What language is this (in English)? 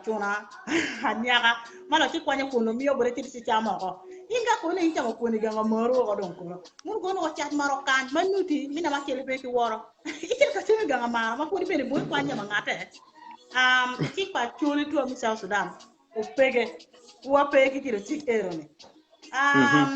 Acoli